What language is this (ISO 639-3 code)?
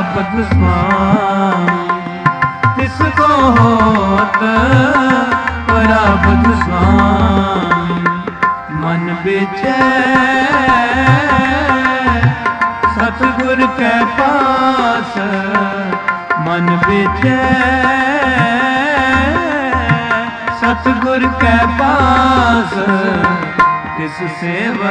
pan